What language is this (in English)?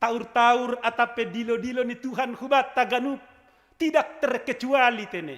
Batak Simalungun